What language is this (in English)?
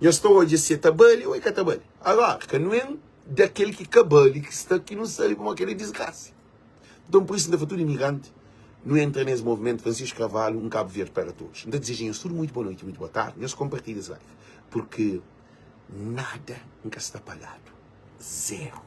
Kabuverdianu